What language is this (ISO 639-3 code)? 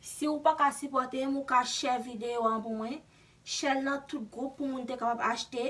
hat